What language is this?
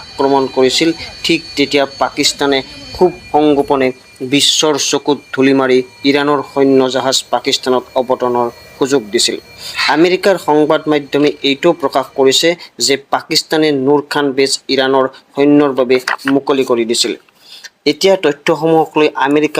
Assamese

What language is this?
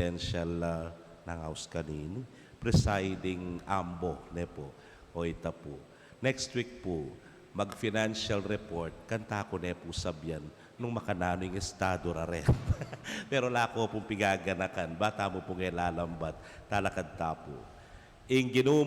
Pampanga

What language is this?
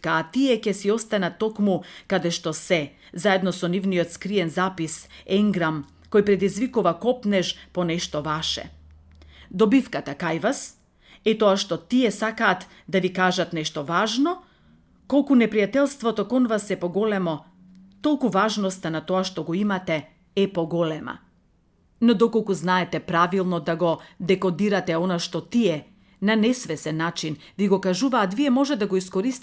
Macedonian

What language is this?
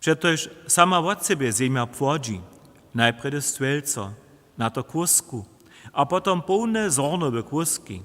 Upper Sorbian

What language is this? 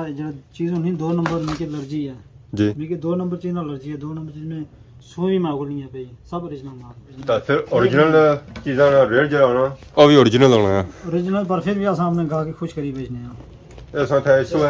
Pahari-Potwari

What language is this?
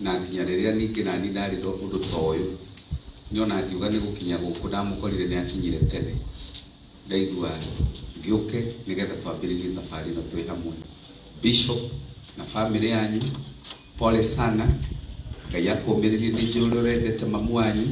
Kikuyu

